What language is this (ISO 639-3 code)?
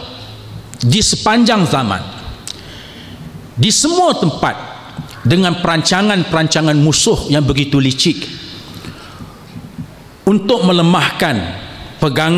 msa